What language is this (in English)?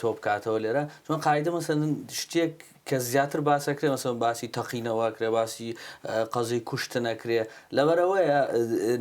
Central Kurdish